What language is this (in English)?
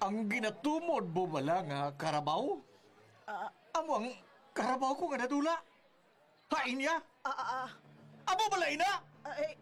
Hiligaynon